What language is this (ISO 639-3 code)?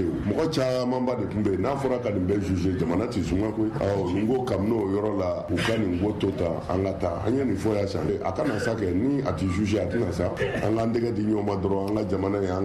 bam